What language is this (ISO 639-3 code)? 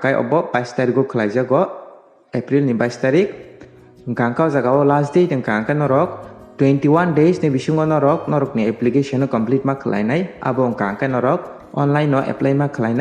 trp